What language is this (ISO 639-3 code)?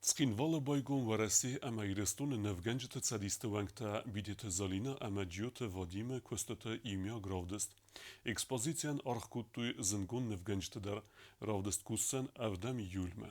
oss